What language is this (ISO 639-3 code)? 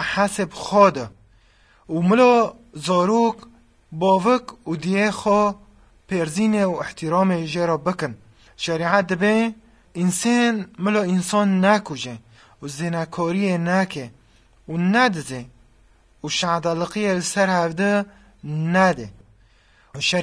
kur